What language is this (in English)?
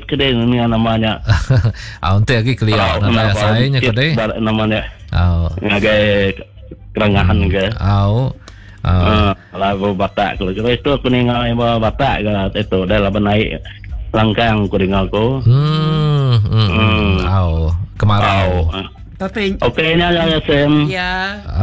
Iban